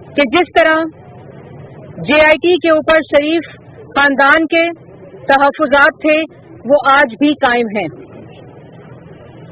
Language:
Urdu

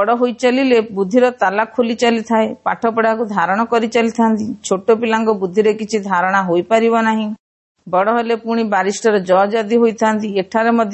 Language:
Odia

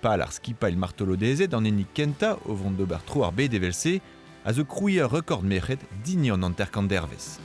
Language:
Breton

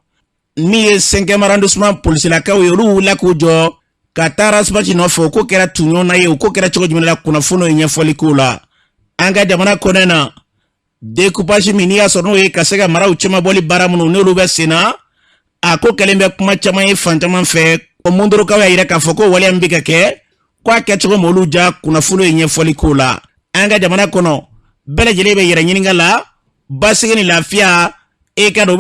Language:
Bambara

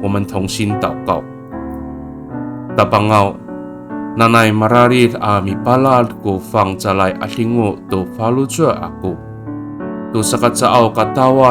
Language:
Amis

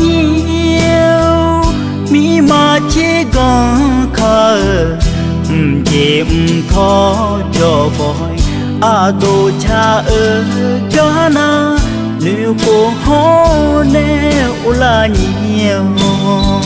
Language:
Akha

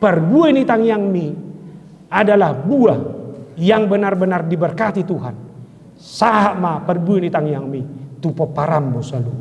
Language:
Batak Toba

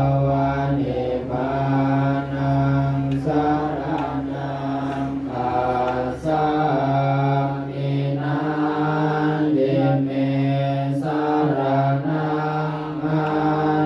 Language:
Pali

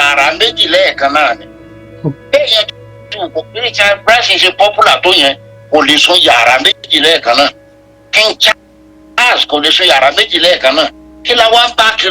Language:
Yoruba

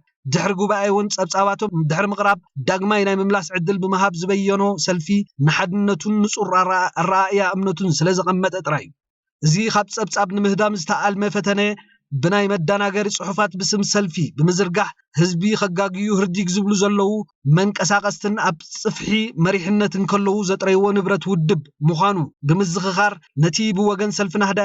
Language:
Tigrinya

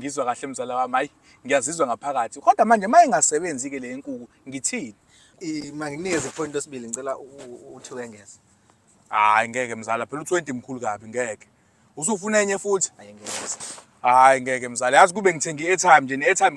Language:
Zulu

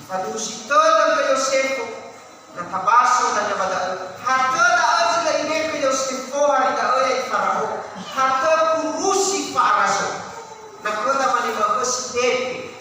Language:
Nias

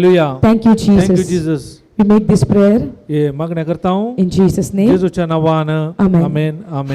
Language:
Konkani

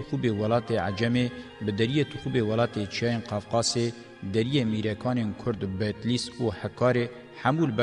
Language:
Kurdish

